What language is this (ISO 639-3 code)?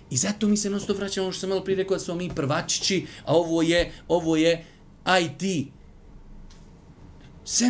bos